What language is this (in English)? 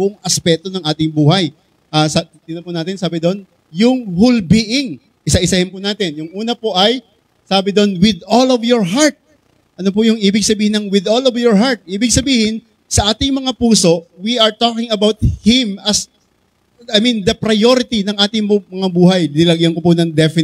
Filipino